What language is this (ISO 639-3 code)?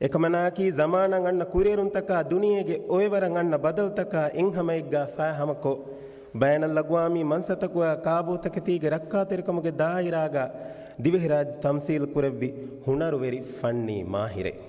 div